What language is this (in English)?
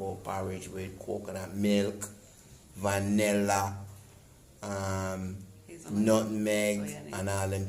Jamaican Creole English